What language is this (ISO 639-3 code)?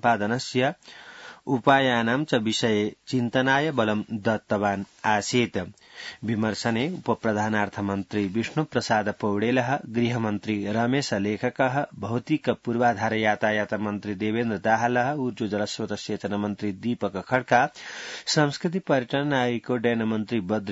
san